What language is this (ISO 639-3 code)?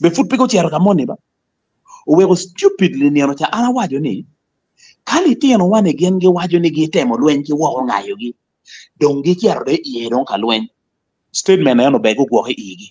ach